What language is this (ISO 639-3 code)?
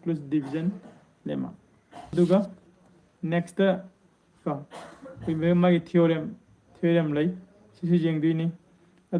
mni